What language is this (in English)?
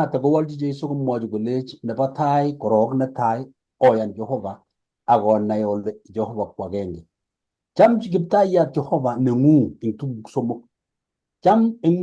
Kalenjin